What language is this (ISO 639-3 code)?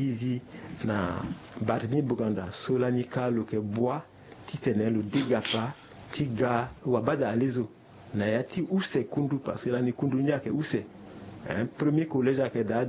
sag